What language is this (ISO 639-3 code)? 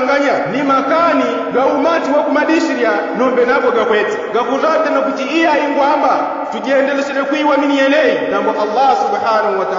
yao